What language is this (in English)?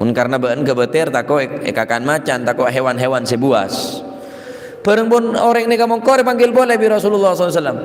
Madurese